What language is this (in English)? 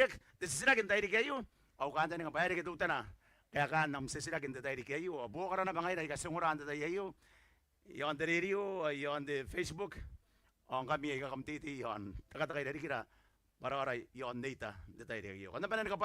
Gilbertese